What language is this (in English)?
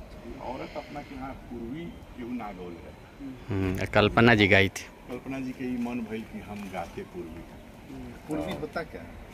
Bhojpuri